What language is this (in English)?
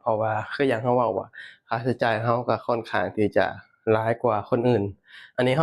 Lao